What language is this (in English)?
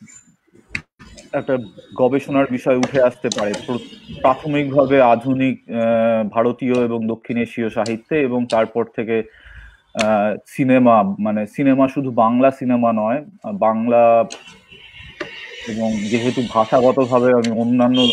Bangla